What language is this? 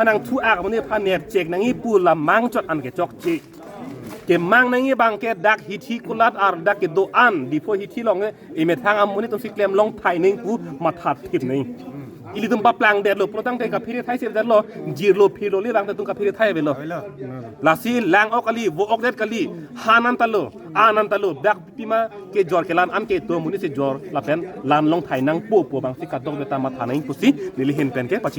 Karbi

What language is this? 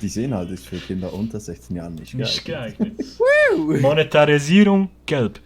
Swiss German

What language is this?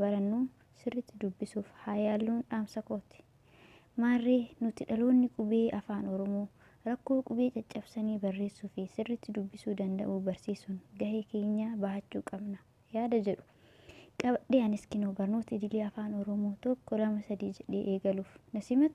Oromo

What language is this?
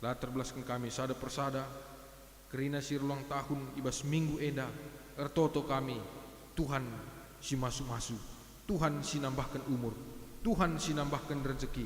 Batak Karo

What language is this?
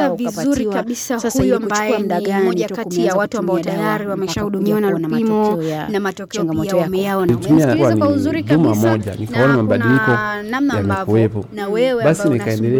Swahili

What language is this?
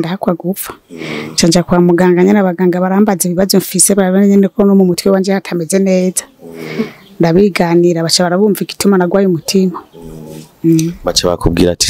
Rundi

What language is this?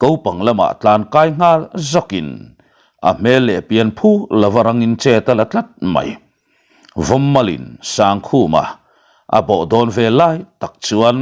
Mizo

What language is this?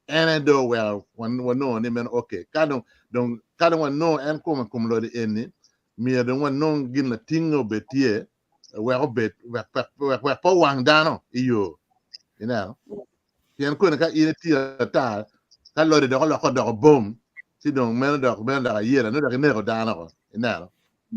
Acoli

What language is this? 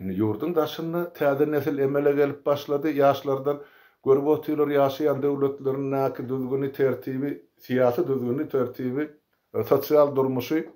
Turkmen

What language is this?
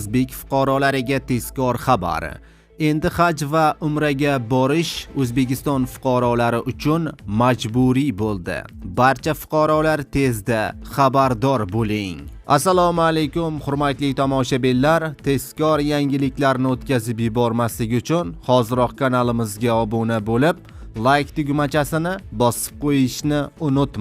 Uzbek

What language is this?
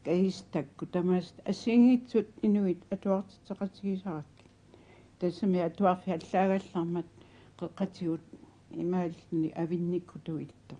Kalaallisut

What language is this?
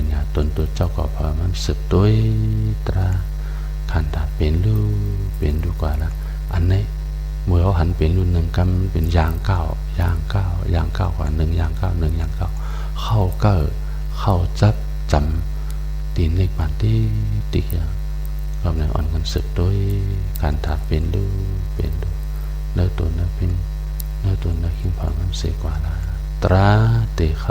Shan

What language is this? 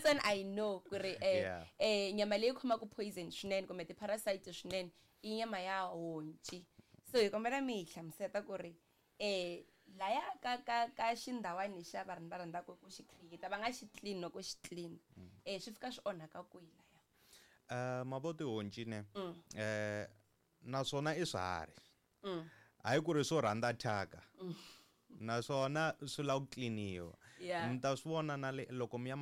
Tsonga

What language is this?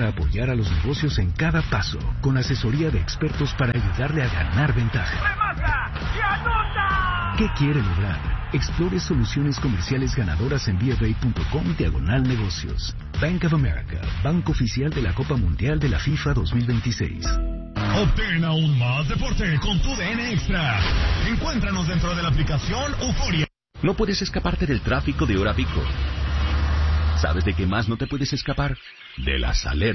Spanish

